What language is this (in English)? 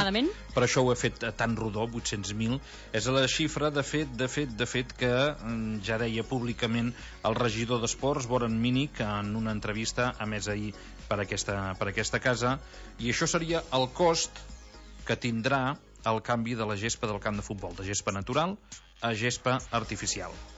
Catalan